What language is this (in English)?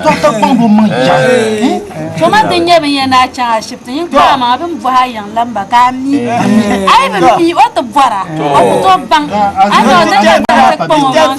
Dagbani